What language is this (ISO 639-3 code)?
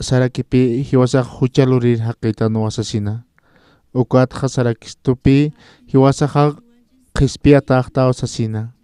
aym